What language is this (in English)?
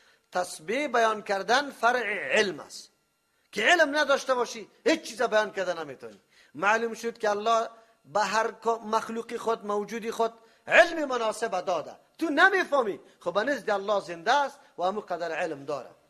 Persian